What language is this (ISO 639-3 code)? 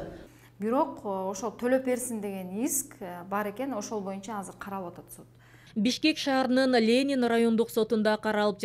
kir